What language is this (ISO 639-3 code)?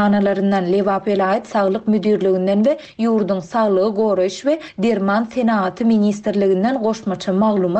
tuk